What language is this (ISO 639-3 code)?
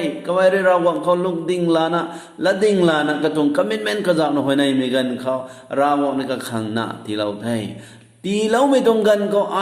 nbu